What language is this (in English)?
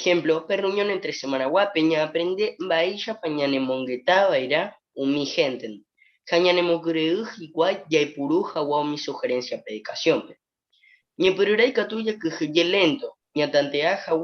Guarani